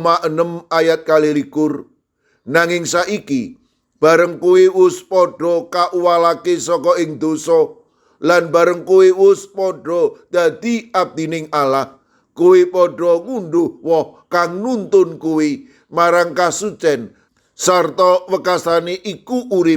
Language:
Javanese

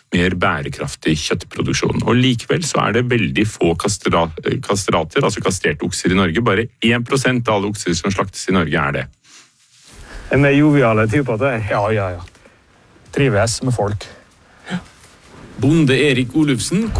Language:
Norwegian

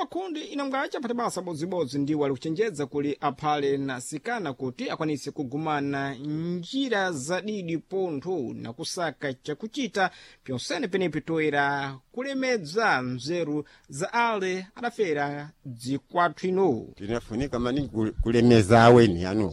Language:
Sena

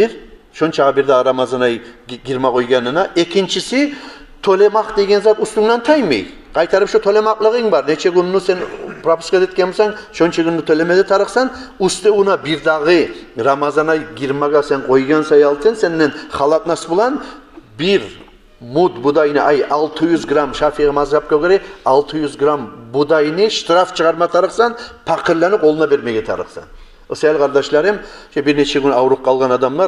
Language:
Kumyk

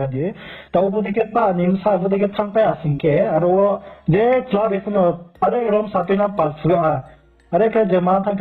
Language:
Riang (India)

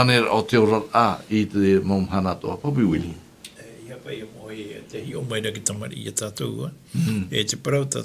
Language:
Tahitian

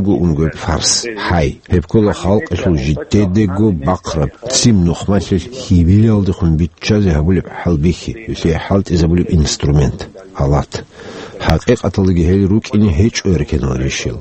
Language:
Avaric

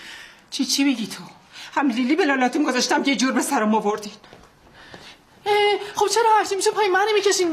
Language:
Persian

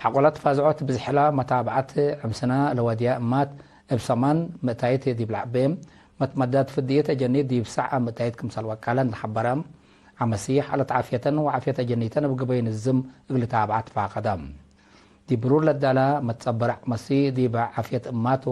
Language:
Tigre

